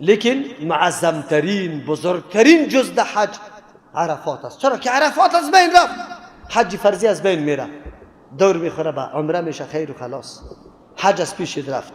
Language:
Persian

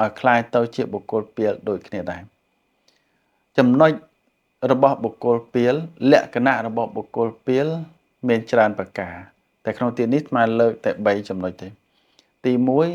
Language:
Khmer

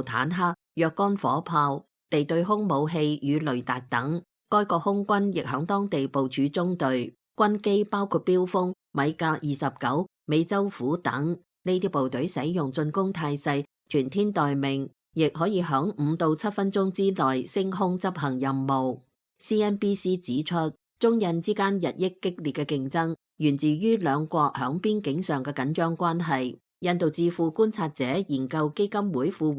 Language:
Cantonese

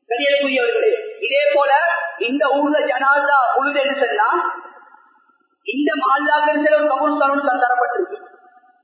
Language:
Tamil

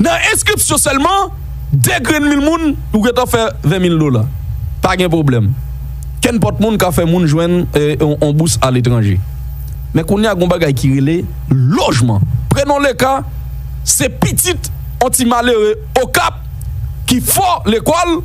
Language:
Haitian Creole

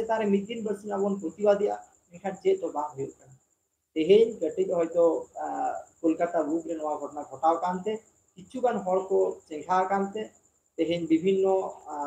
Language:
Santali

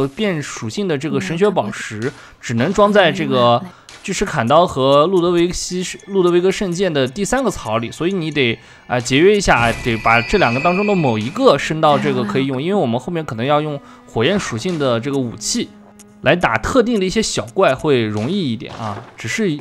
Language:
Chinese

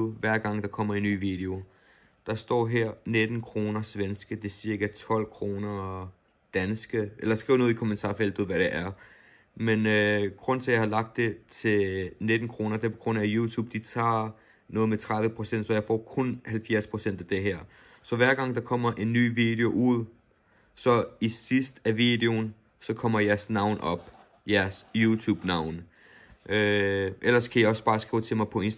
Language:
Danish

